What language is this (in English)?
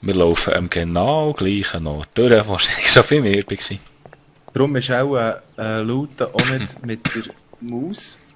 Swiss German